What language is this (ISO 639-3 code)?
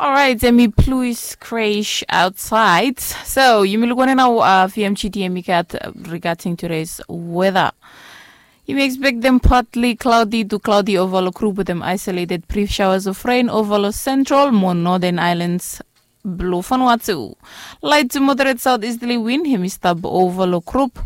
bis